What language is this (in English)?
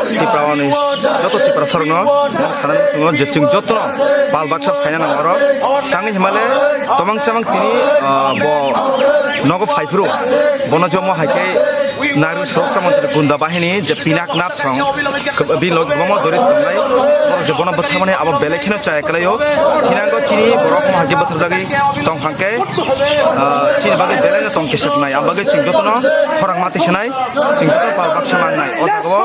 Kok Borok